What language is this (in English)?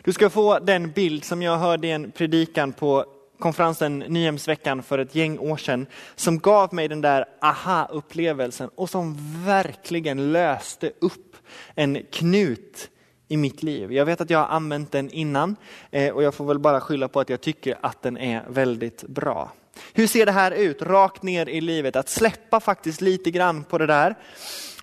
Swedish